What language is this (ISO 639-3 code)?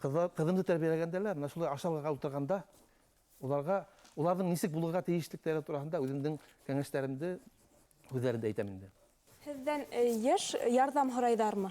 bak